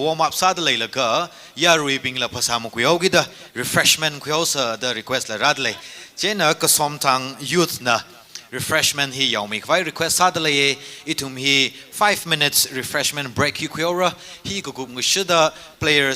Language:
Tangkhul Naga (India)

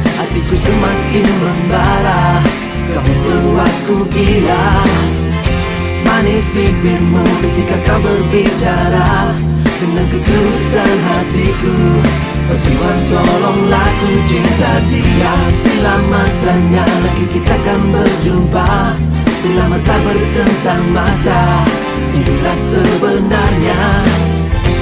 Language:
Malay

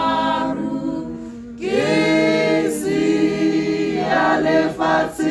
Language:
Tswana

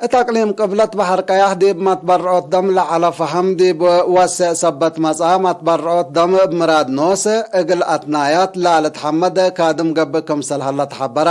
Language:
Tigre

